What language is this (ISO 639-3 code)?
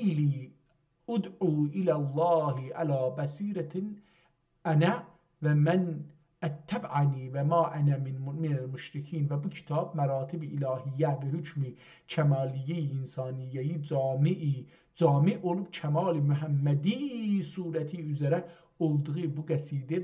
azb